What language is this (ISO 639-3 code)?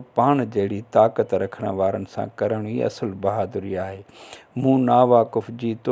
snd